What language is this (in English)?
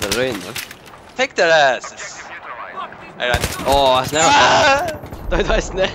Faroese